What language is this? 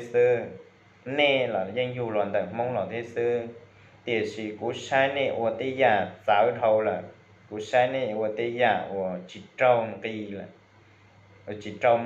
Hmong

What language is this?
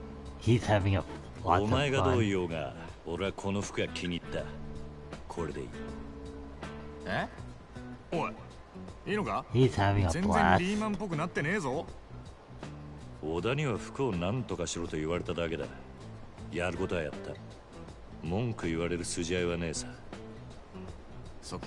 Japanese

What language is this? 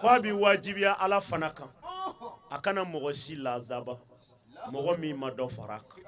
Bambara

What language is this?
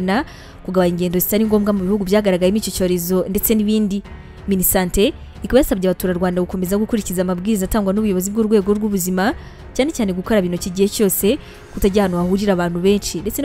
Kinyarwanda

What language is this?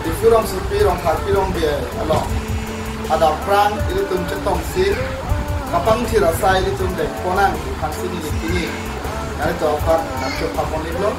Karbi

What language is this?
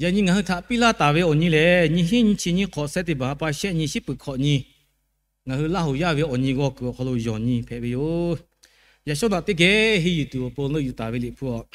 Lahu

